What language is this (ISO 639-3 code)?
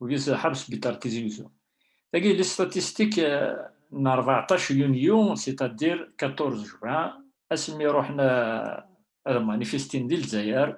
kab